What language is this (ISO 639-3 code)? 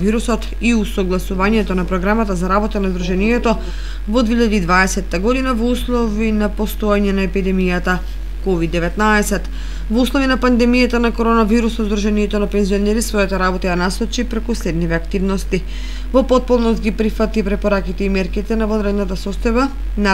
mkd